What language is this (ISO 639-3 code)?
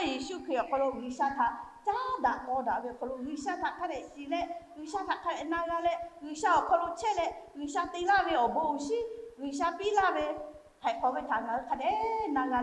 lhu